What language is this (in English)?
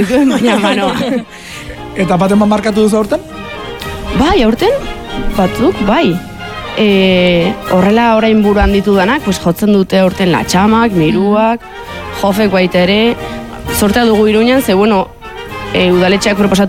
Basque